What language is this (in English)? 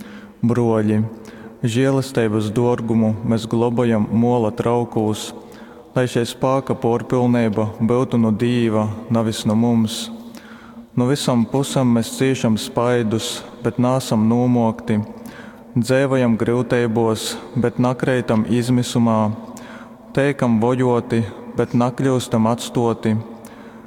Latgalian